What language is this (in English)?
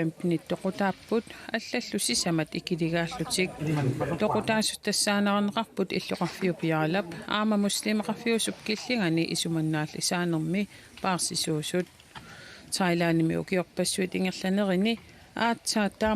Kalaallisut